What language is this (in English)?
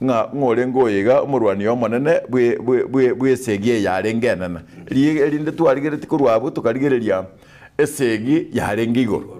Gusii